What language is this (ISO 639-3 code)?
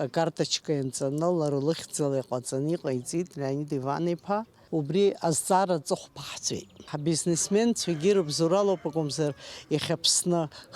abk